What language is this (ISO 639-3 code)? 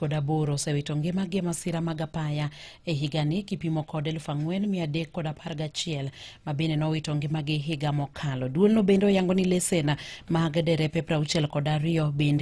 luo